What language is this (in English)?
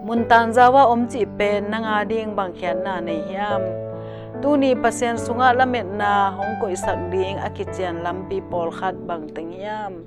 Tedim Chin